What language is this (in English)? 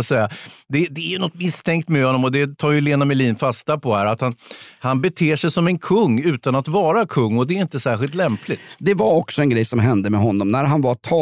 Swedish